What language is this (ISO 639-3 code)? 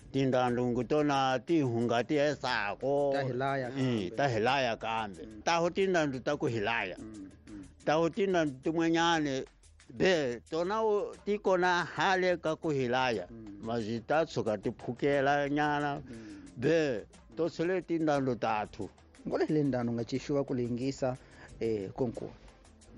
tso